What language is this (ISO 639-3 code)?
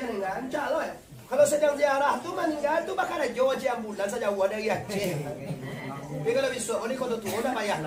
min